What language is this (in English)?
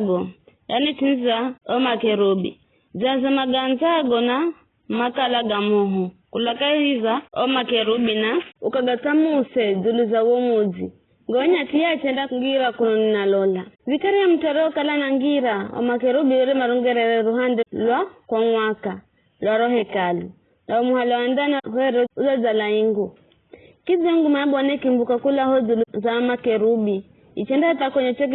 Giryama